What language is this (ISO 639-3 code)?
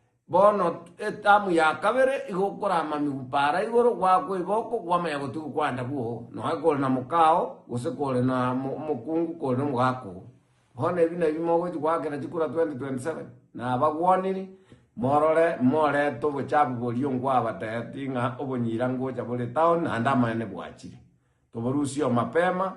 guz